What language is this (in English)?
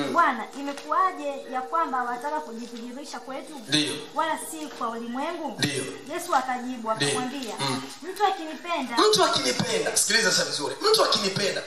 Swahili